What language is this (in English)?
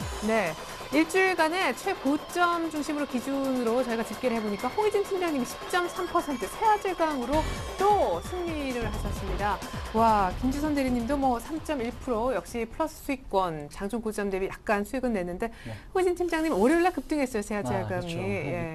Korean